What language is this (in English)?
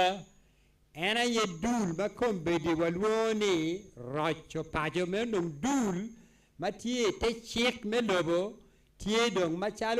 Acoli